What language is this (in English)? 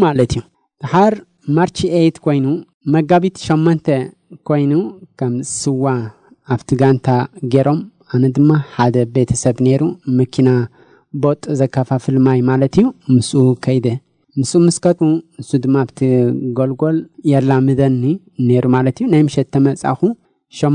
Tigrinya